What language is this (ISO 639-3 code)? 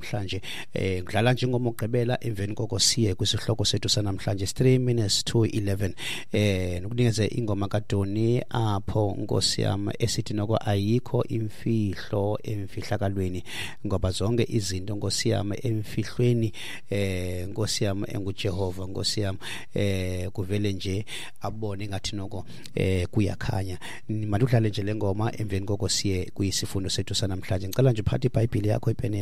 xho